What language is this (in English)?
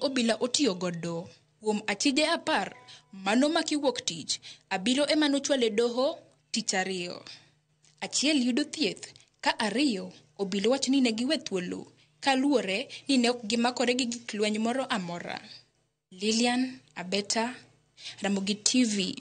Luo (Kenya and Tanzania)